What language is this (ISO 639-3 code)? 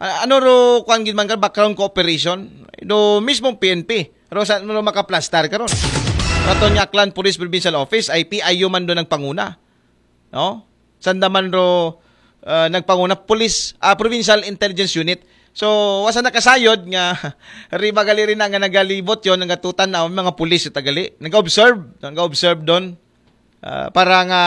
akl